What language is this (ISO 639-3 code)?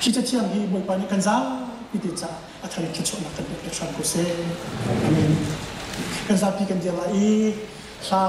cnh